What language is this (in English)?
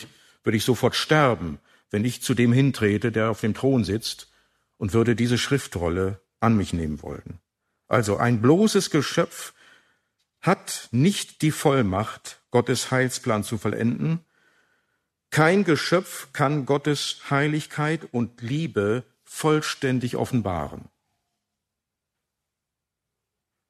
German